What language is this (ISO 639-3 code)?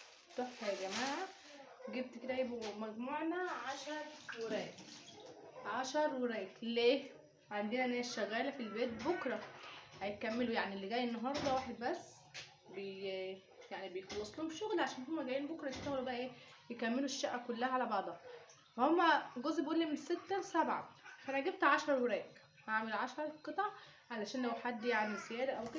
arz